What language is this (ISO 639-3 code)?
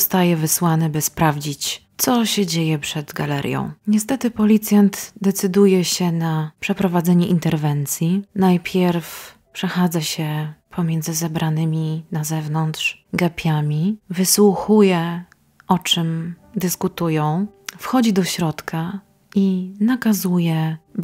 pol